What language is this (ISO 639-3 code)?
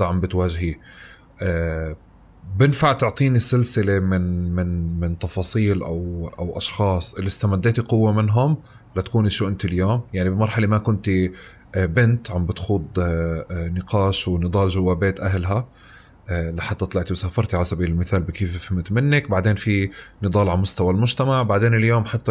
apc